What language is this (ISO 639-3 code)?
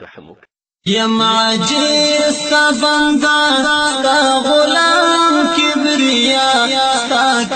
pus